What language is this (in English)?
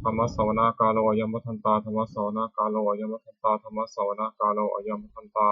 Pali